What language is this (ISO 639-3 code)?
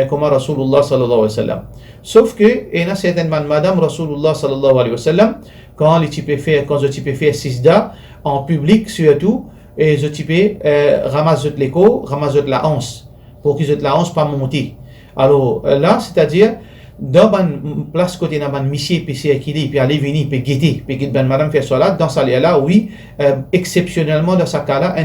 mfe